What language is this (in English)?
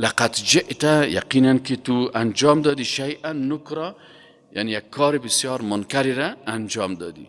Persian